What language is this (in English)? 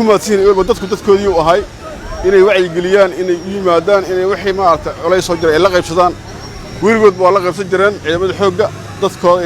Somali